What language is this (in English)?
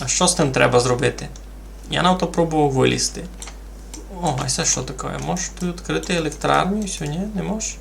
Rusyn